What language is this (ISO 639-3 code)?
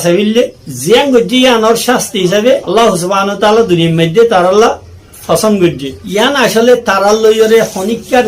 rhg